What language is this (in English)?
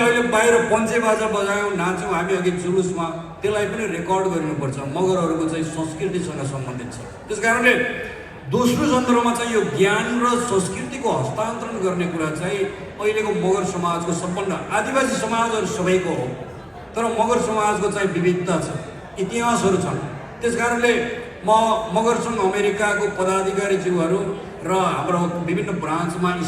Nepali